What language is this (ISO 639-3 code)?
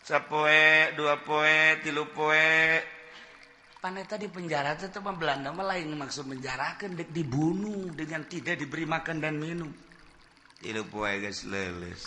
sun